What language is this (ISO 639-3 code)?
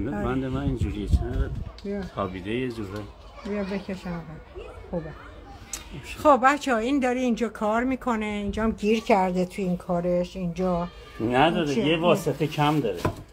fas